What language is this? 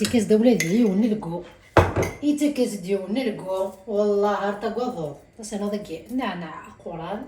Kabyle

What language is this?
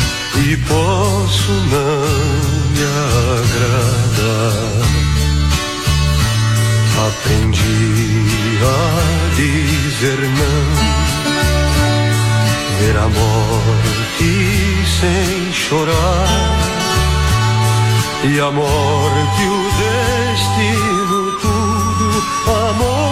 Portuguese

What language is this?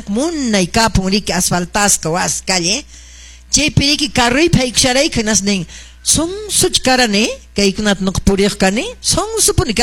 Quechua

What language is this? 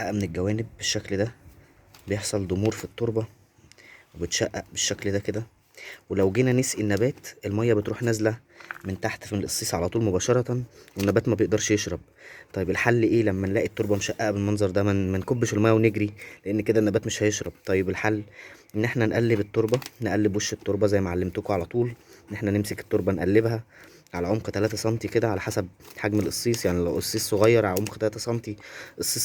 Egyptian Arabic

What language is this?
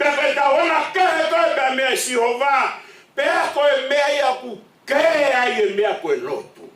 Tongan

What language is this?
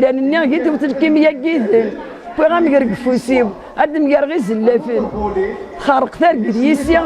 Kabyle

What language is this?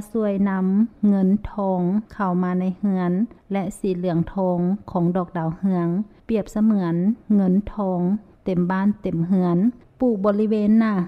Lao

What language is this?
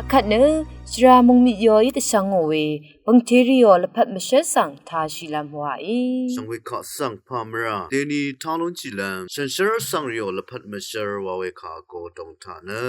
Rawang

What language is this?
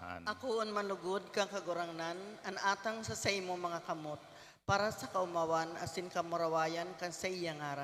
Bikol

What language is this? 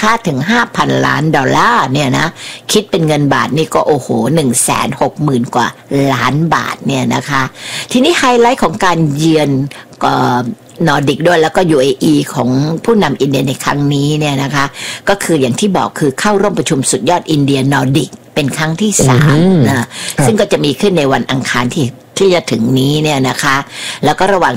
Thai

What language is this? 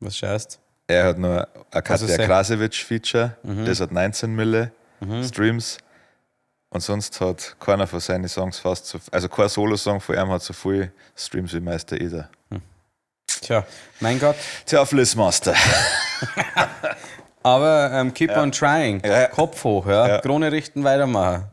Bavarian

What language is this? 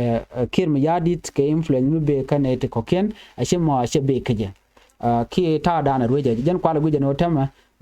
Nuer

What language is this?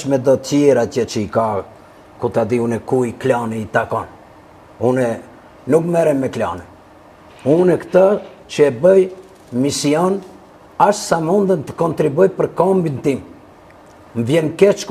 Albanian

